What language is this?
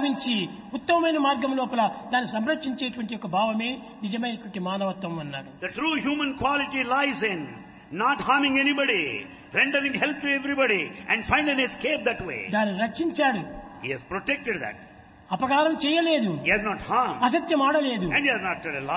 Telugu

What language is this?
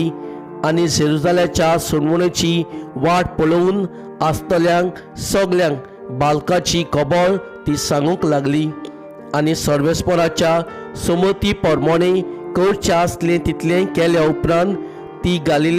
Konkani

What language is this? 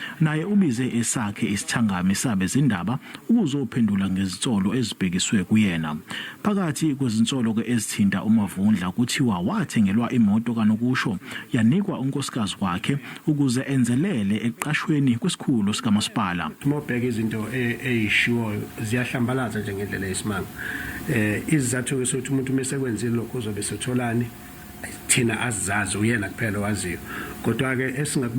Zulu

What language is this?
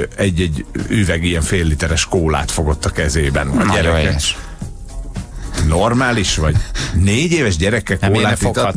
Hungarian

